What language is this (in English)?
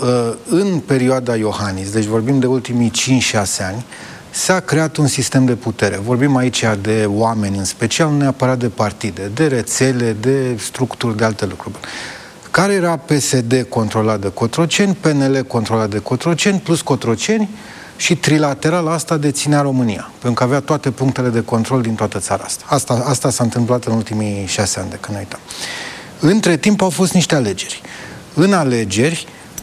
Romanian